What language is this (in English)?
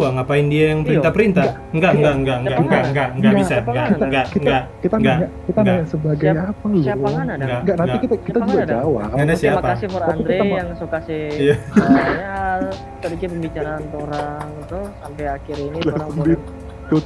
Manado Malay